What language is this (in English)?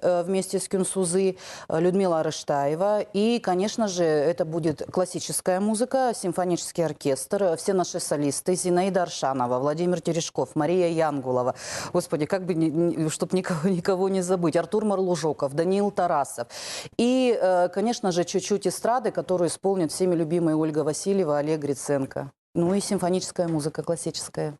Khakas